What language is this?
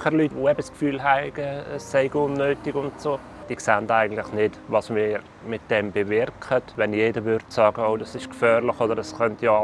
Swiss German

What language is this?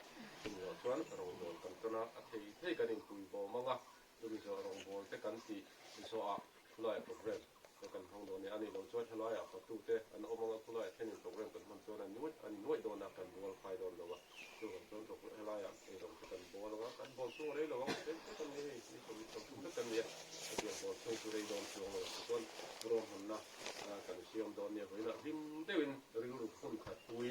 Mizo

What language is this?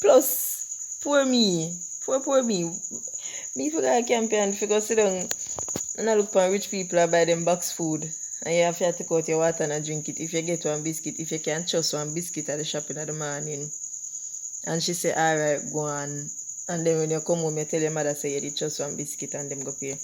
Jamaican Creole English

